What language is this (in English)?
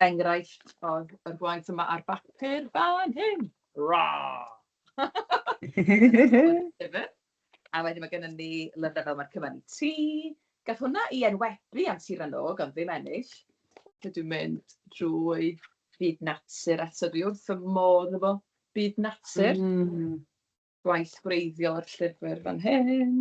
Welsh